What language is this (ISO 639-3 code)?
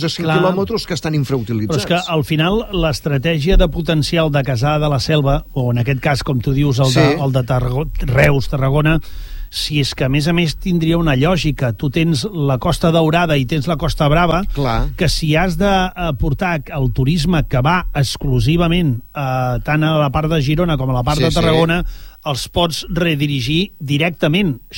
cat